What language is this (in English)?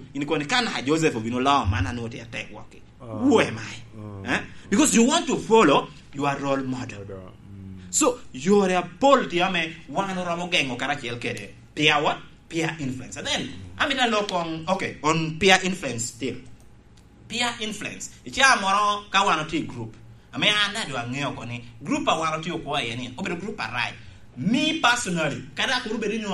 Lango (Uganda)